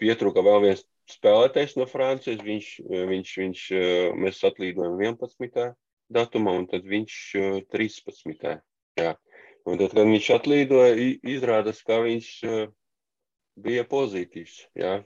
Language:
Latvian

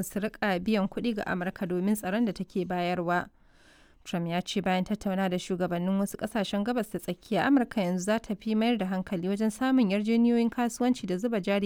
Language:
Hausa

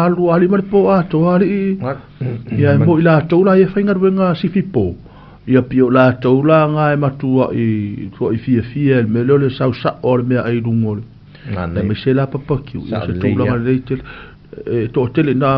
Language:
Samoan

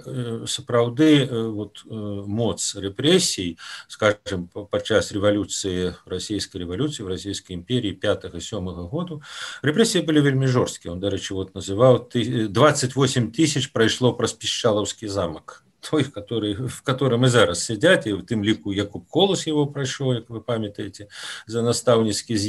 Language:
Belarusian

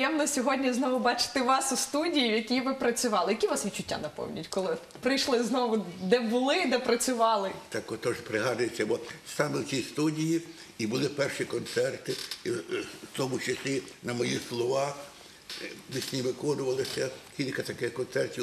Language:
Ukrainian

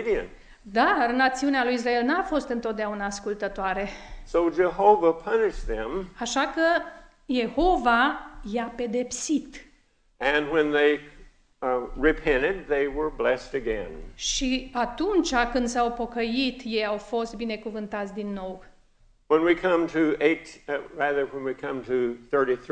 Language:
Romanian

